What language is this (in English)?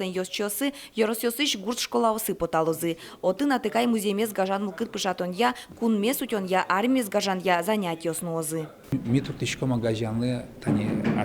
Udmurt